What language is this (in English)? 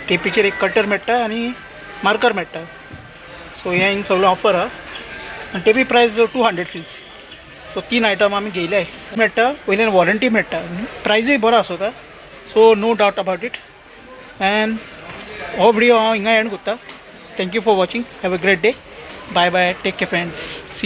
Konkani